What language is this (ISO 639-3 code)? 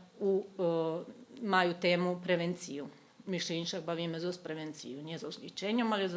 rue